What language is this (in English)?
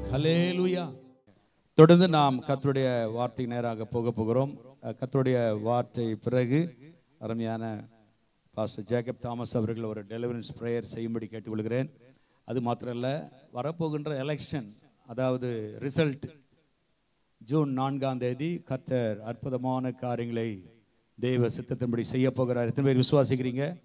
Tamil